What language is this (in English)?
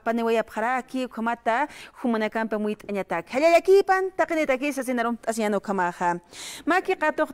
Aymara